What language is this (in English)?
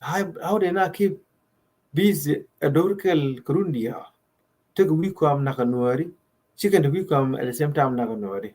Nuer